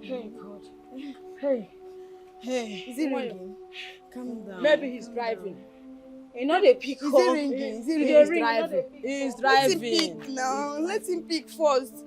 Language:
Nigerian Pidgin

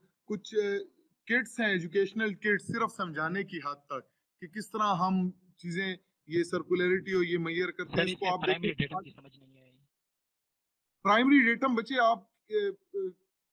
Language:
Hindi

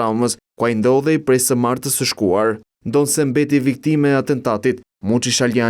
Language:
Albanian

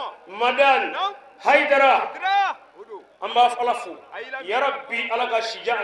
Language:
Bambara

